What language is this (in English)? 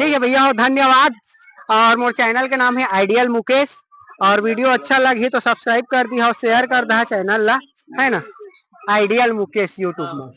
Chhattisgarhi